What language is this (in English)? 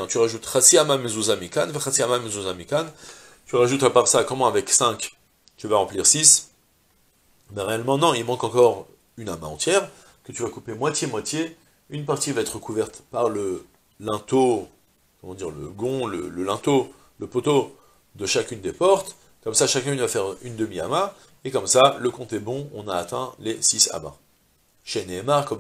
French